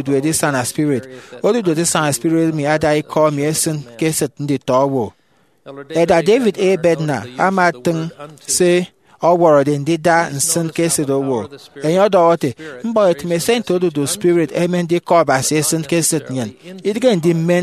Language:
Efik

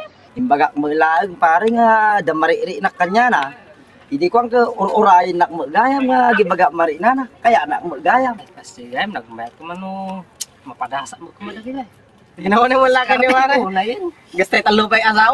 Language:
Iloko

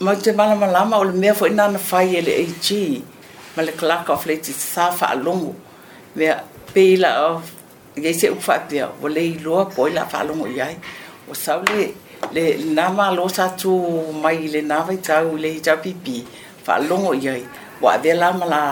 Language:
Samoan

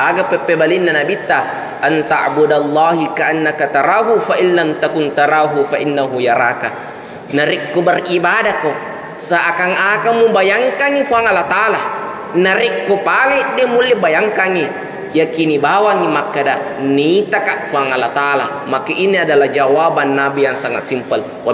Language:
Buginese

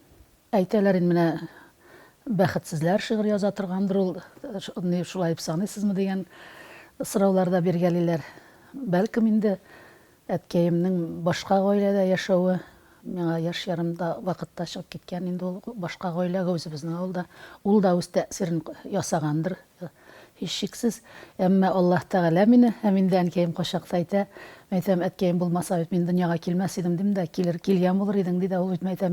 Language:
Tatar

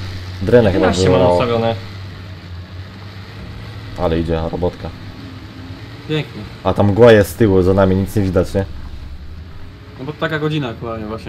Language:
Polish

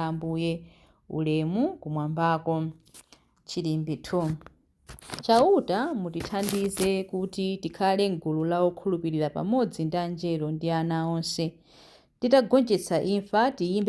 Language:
Nyanja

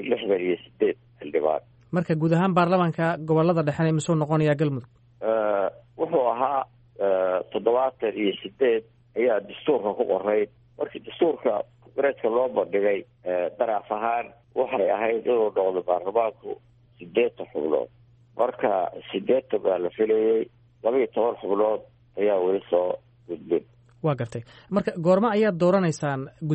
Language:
Somali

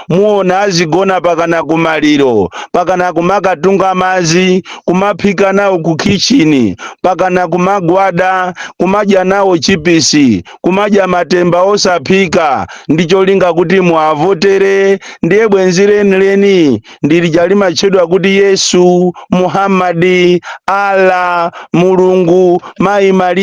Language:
Nyanja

